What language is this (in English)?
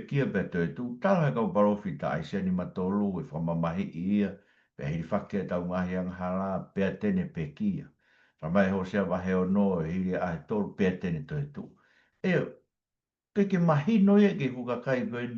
Tongan